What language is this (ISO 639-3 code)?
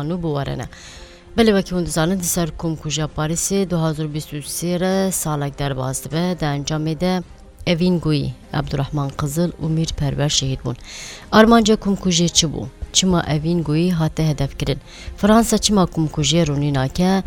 kur